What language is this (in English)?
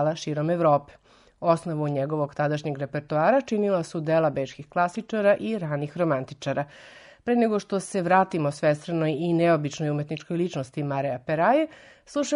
Serbian